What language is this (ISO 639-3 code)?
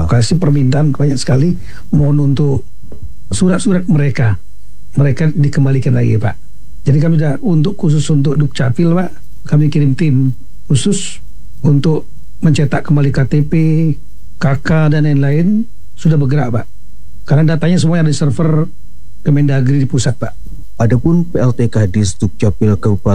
ind